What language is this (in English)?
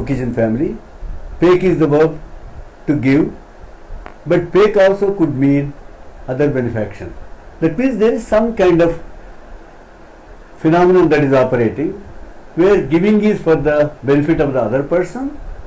English